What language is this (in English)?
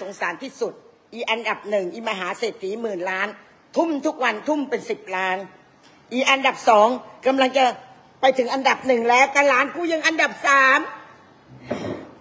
Thai